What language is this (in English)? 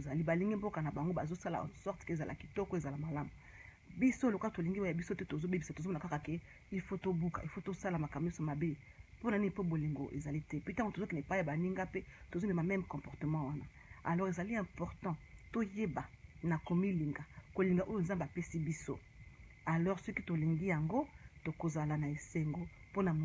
Lingala